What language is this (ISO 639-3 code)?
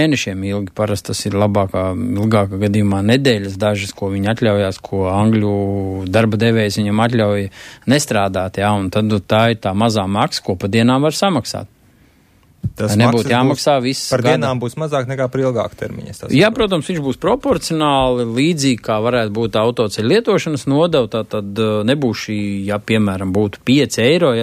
lav